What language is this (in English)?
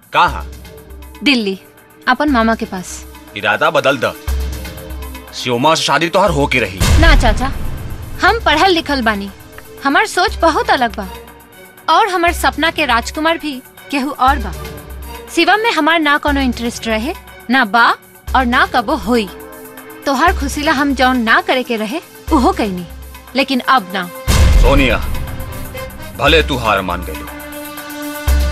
Bhojpuri